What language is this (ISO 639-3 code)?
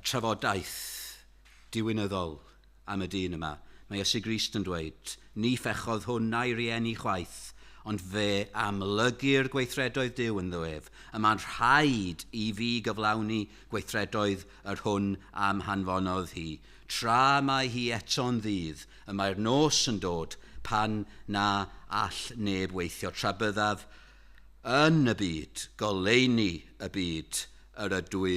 cym